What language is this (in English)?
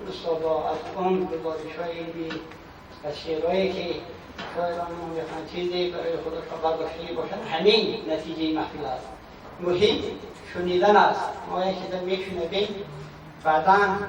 Tajik